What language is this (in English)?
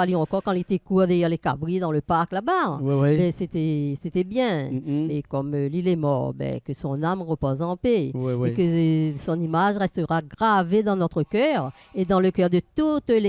Réunion Creole French